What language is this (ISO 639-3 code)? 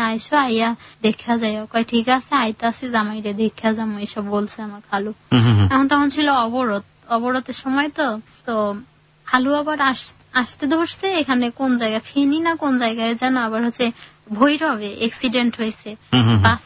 ben